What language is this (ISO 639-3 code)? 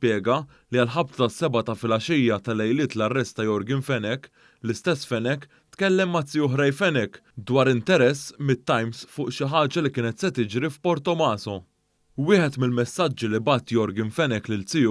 mlt